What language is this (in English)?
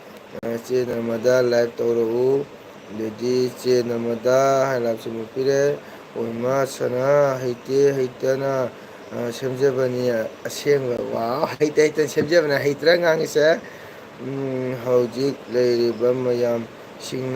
Manipuri